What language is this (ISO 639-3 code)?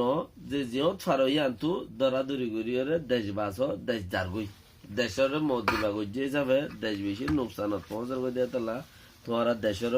rhg